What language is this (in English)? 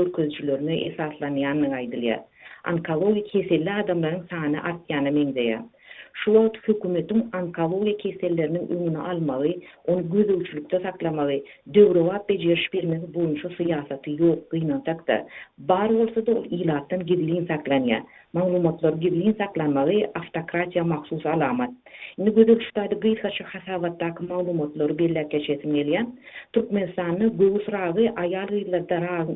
Turkmen